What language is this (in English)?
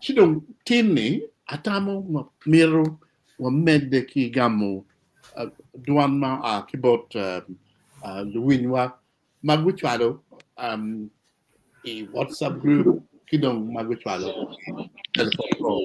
Acoli